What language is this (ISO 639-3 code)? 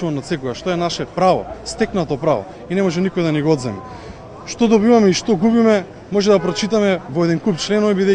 mkd